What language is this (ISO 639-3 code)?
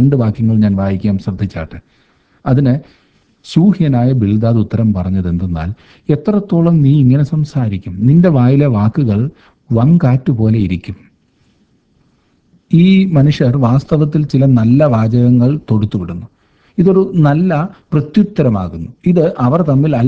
mal